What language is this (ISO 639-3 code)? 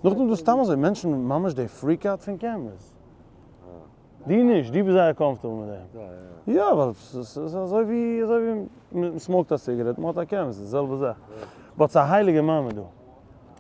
yid